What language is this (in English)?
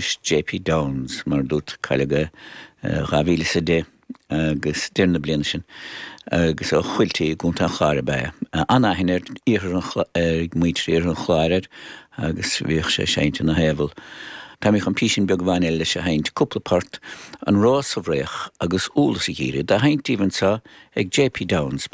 Irish